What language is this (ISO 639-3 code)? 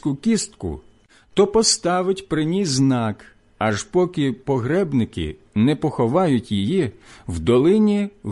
ukr